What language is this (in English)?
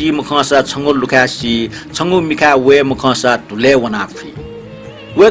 Newari